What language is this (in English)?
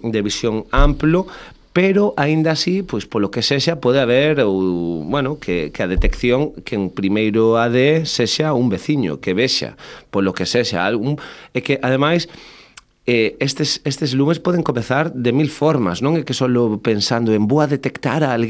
Galician